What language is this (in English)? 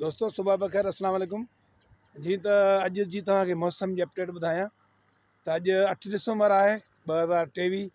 Sindhi